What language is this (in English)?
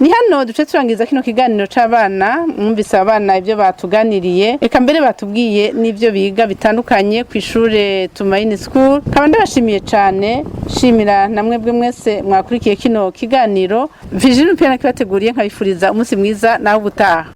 Rundi